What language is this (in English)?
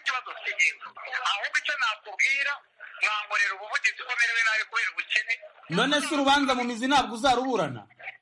Kinyarwanda